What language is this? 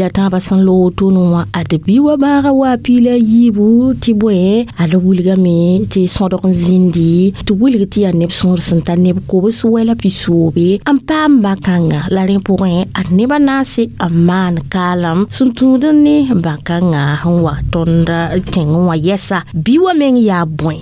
Mossi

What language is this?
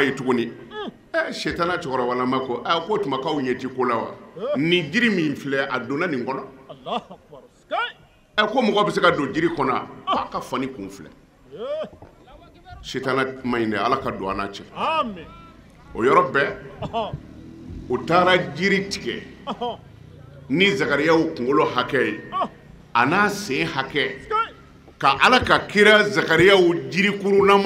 Bambara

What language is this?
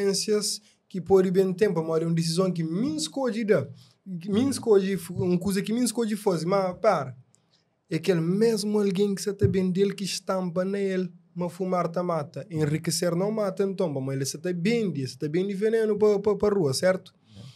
Kabuverdianu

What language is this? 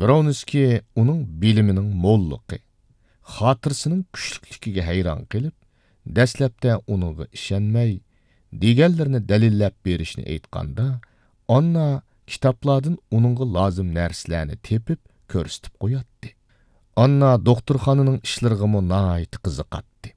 Uyghur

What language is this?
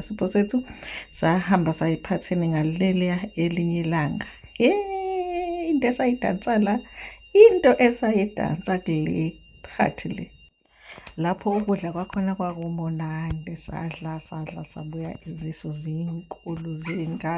Zulu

